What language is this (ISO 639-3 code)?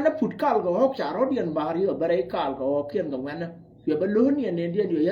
nus